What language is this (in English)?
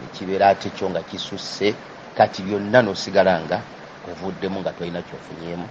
Ganda